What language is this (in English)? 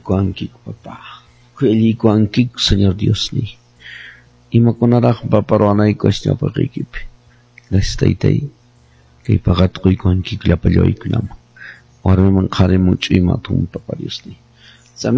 Quechua